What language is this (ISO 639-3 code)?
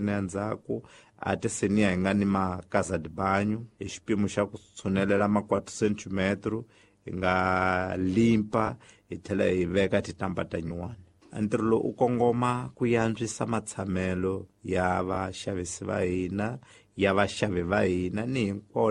tso